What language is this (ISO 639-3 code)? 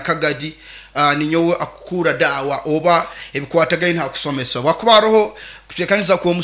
nyo